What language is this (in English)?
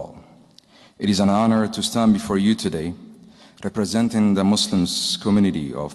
English